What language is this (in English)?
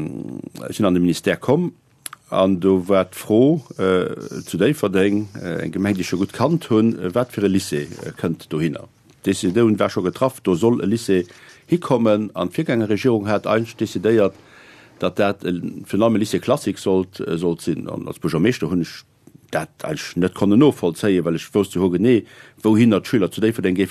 Luxembourgish